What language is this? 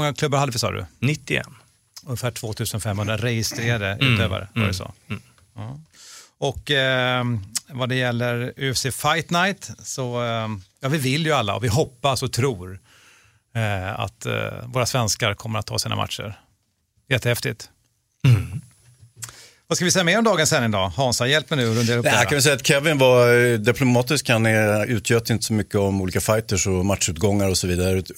Swedish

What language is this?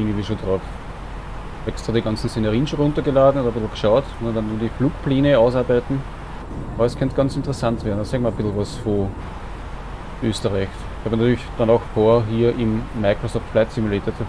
German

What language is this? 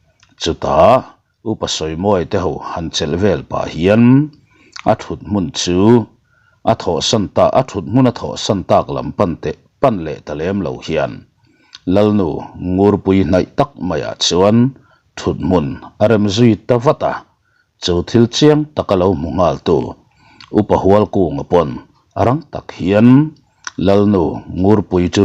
Mizo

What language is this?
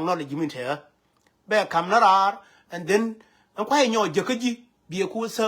Nuer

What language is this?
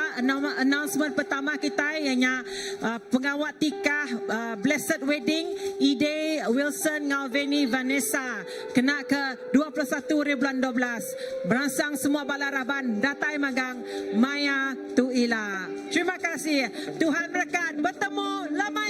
Iban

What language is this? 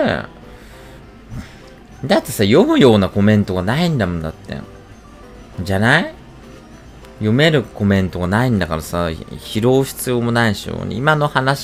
Japanese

